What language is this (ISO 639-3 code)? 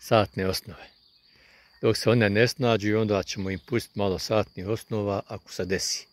bos